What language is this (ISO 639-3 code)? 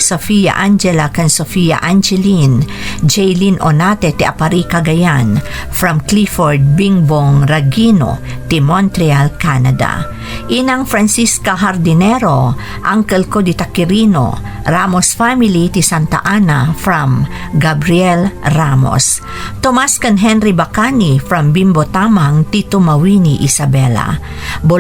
ilo